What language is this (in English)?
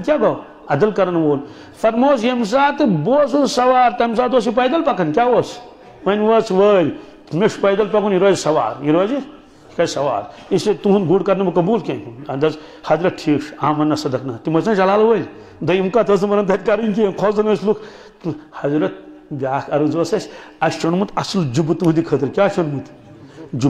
Kashmiri